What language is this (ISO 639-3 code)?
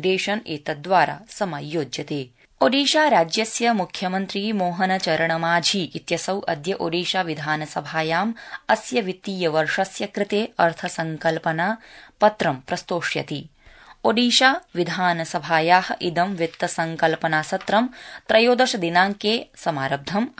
san